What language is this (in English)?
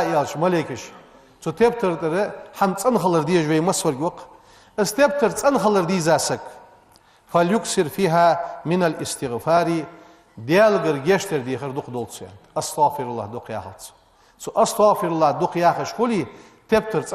Ingush